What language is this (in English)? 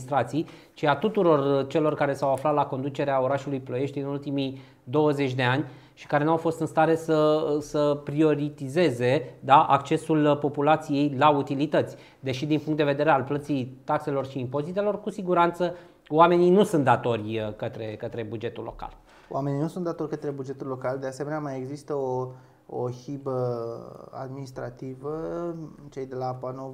Romanian